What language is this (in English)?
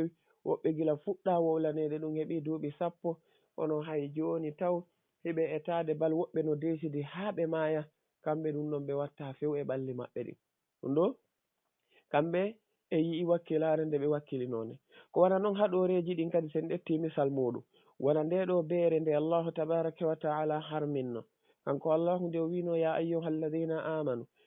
Fula